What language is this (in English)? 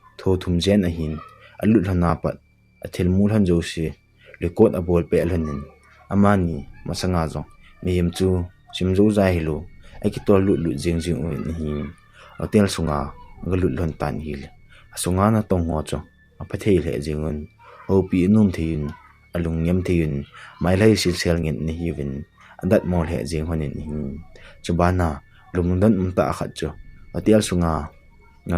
Thado Chin